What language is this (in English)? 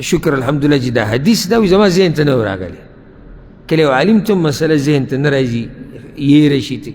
Pashto